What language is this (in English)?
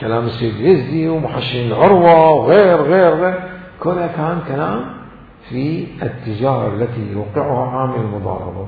Mesopotamian Arabic